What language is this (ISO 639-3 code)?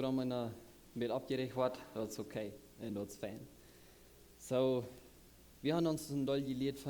pdt